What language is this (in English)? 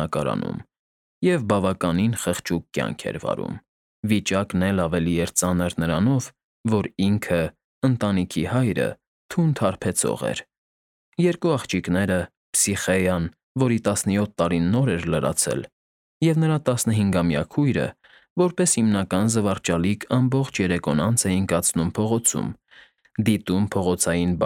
Armenian